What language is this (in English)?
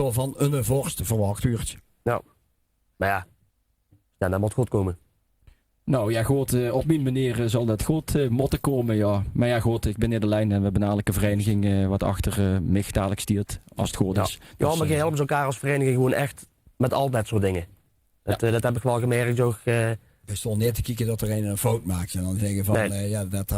Limburgish